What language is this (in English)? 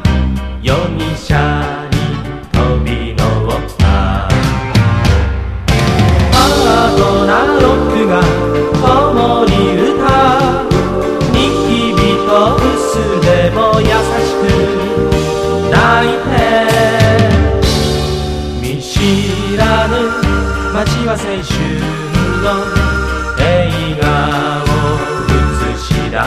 Japanese